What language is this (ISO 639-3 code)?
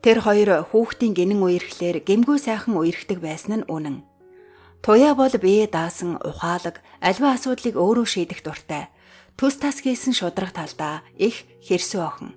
mon